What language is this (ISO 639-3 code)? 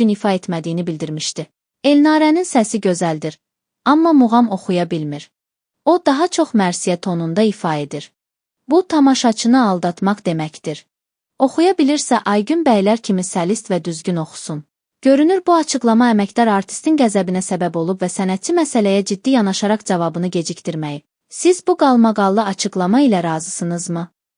aze